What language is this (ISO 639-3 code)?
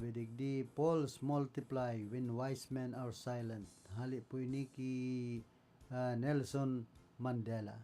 bik